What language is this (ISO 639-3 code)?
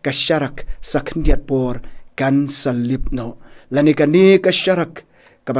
kha